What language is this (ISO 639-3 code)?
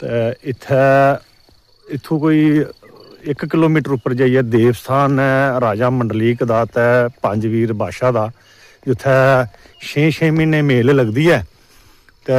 doi